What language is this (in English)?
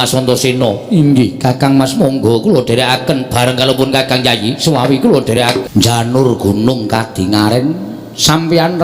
Javanese